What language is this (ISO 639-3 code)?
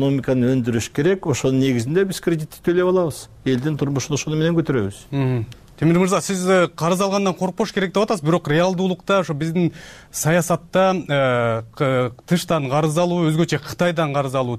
kir